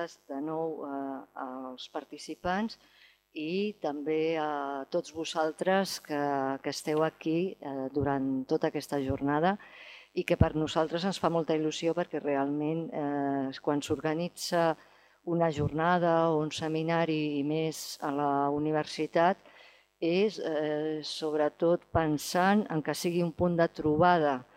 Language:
Catalan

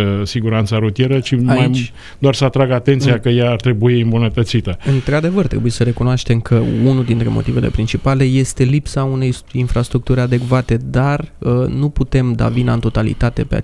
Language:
Romanian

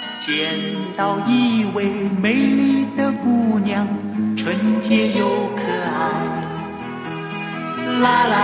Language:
Chinese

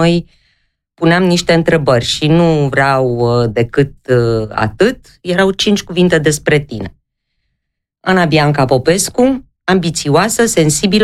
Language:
Romanian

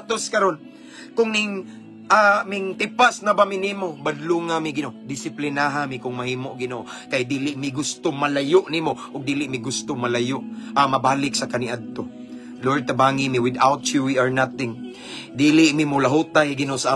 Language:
Cebuano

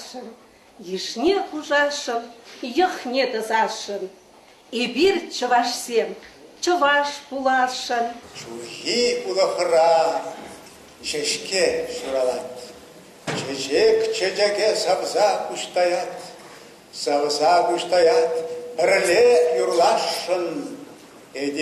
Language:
Chuvash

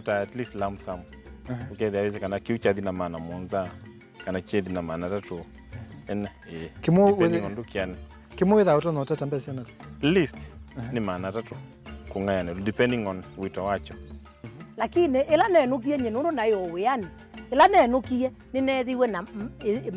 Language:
Kamba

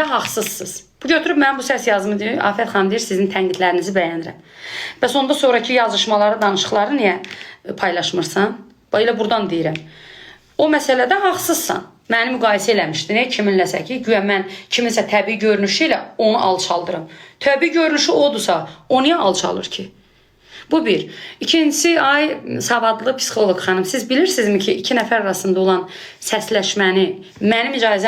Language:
Azerbaijani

